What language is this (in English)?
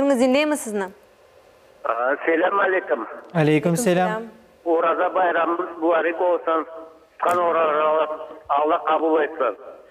Crimean Tatar